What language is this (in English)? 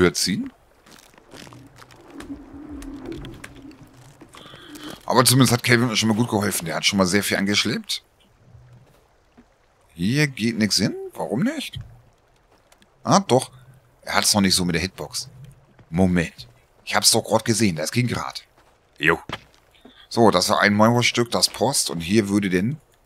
German